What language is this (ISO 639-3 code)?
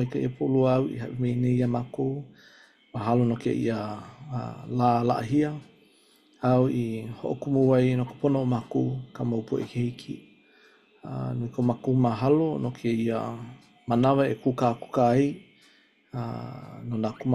haw